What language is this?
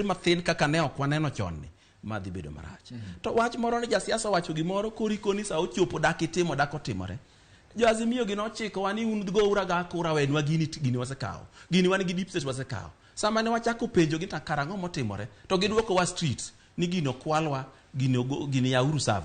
Luo (Kenya and Tanzania)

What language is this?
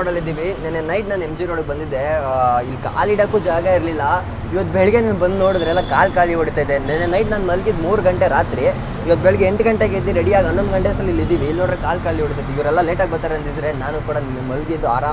Kannada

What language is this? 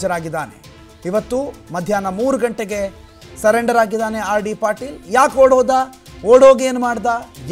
Kannada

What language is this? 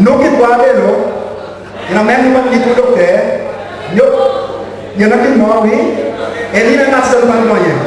Seselwa Creole French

